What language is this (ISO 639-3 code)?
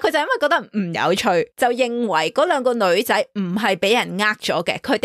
yue